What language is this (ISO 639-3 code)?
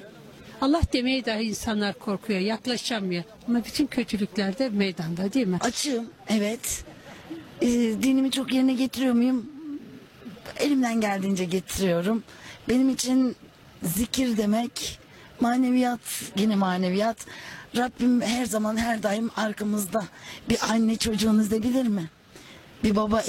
tur